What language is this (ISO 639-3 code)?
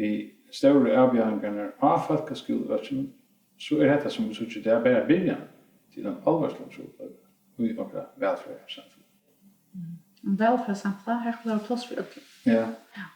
fao